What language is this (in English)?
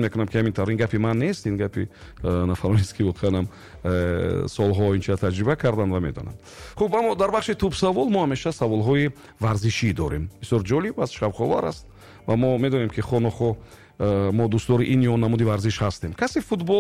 Tajik